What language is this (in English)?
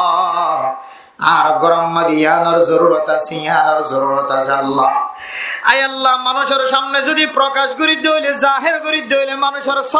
Rohingya